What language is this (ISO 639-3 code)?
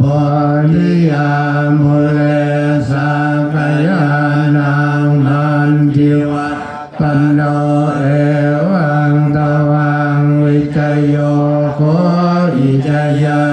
pli